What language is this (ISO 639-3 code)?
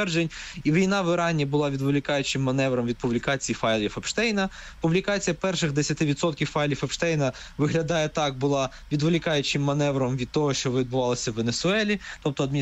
ukr